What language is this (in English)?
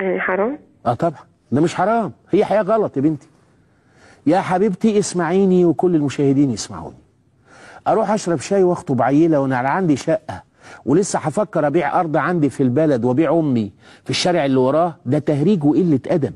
Egyptian Arabic